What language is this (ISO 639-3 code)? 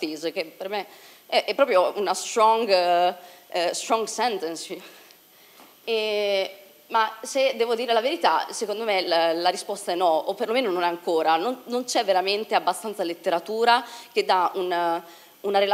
ita